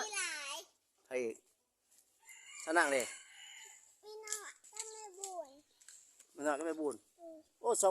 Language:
Lao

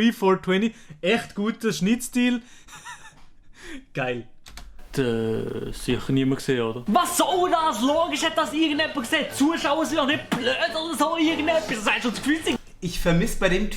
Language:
Swiss German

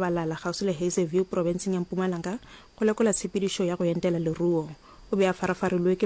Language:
Northern Sotho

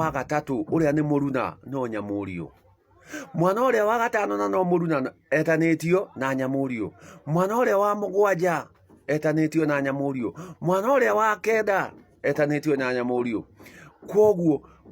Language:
Kikuyu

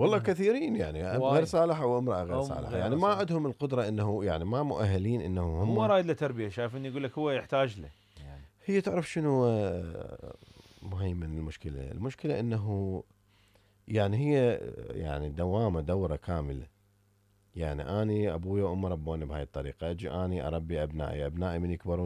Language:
Mesopotamian Arabic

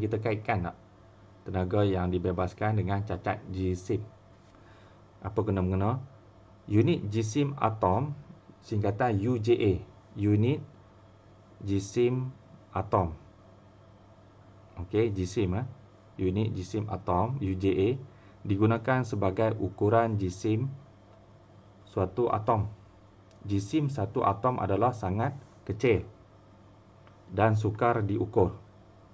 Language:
Malay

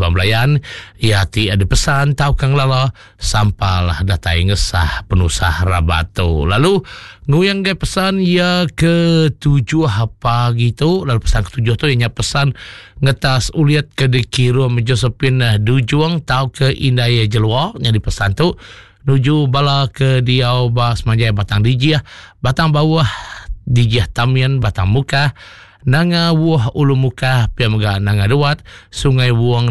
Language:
Iban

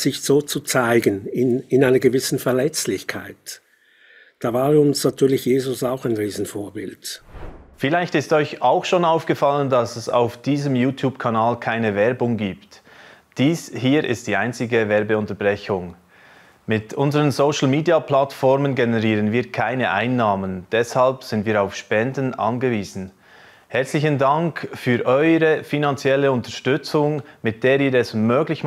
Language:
Swiss German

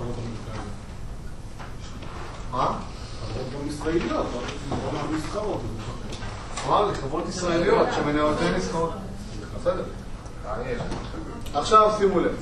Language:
Hebrew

